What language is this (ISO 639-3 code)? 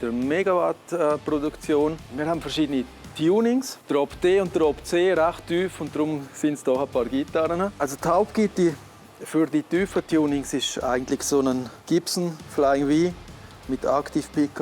gsw